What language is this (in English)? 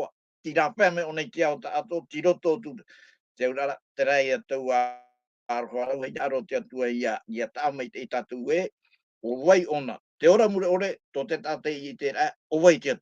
Tahitian